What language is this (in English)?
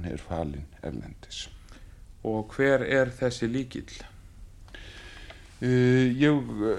Icelandic